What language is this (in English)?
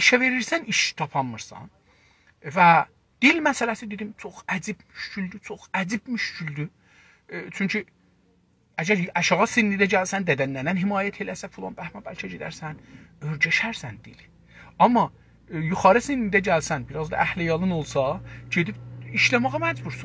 South Azerbaijani